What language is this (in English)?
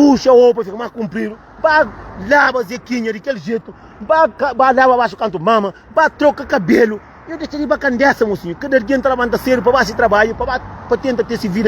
Kabuverdianu